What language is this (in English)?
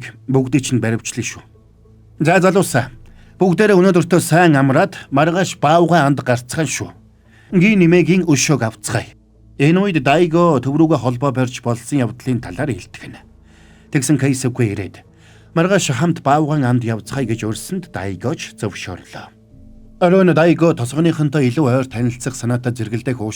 Mongolian